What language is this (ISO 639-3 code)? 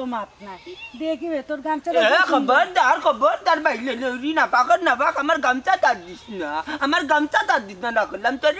syl